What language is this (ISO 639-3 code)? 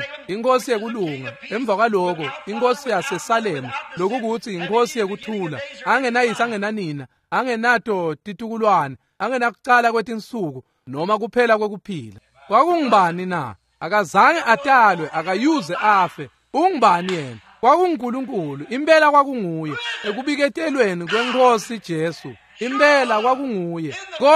ssw